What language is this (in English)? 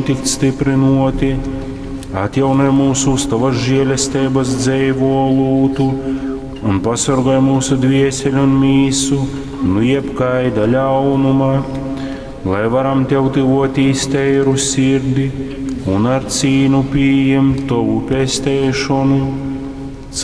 Latgalian